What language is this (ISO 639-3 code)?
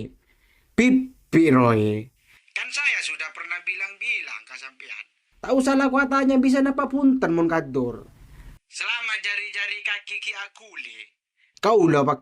mad